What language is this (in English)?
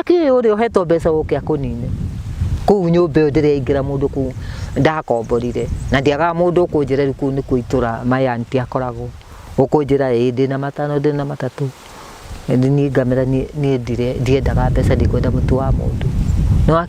Kikuyu